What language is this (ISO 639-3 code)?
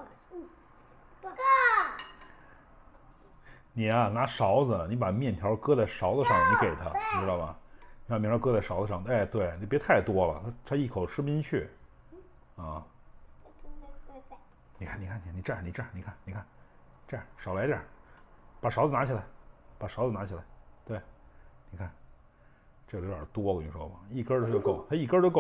zho